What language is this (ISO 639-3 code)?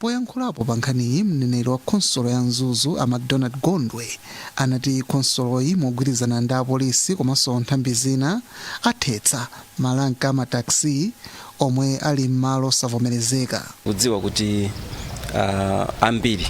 nya